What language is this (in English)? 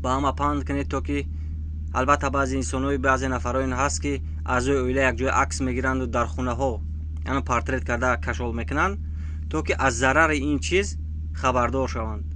Tajik